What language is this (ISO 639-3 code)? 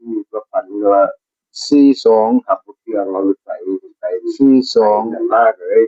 tts